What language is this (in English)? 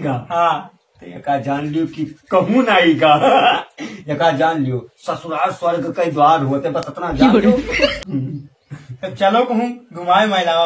Awadhi